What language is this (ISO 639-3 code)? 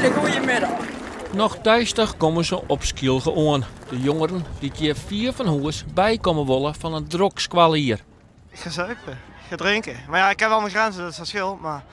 fry